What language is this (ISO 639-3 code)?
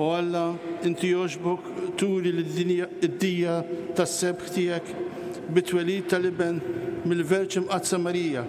mlt